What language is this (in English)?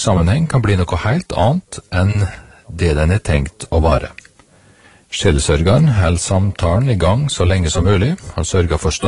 Norwegian